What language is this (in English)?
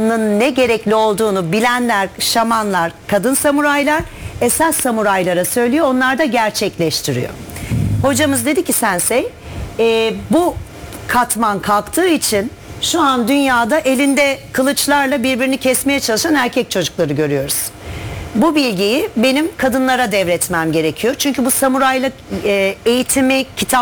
Turkish